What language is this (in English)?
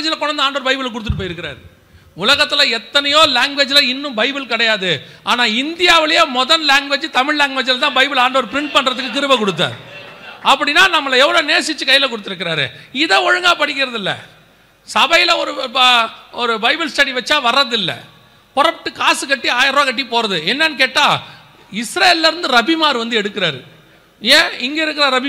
Tamil